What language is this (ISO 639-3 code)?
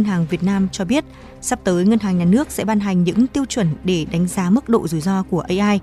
vie